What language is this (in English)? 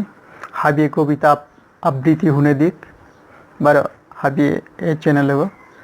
Bishnupriya